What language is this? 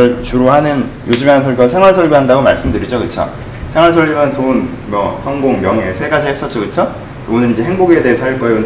Korean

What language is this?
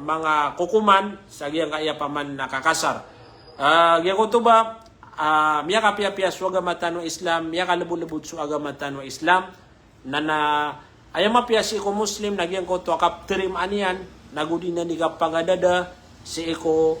Maranao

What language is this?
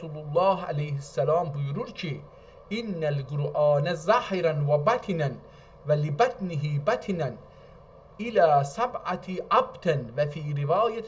South Azerbaijani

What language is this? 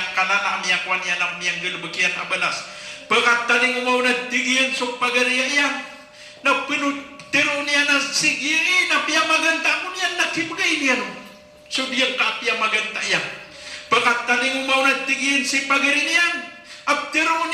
Maranao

